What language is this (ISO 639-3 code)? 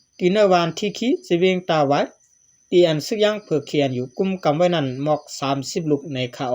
shn